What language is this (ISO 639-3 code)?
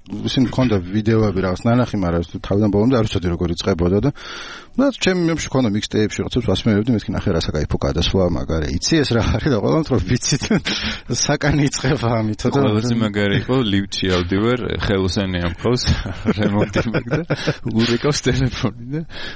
kat